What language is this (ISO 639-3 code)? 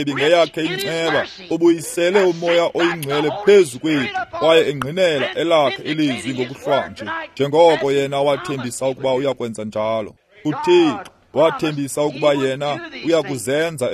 xho